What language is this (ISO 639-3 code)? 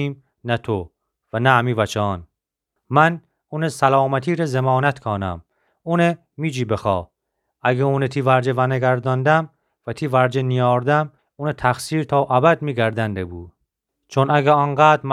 glk